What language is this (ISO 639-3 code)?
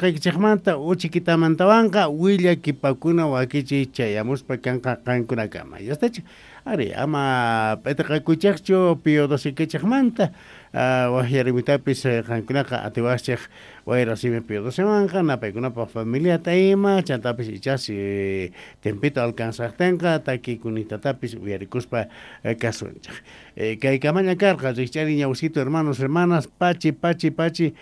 quh